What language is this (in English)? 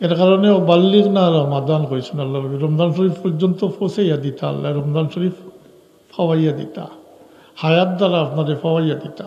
Sylheti